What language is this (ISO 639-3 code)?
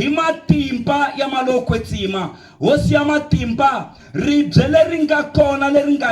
tso